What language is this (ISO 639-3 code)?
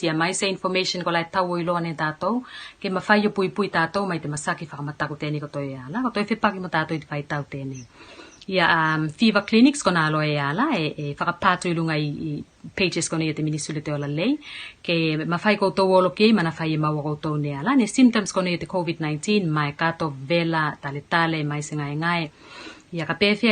tvl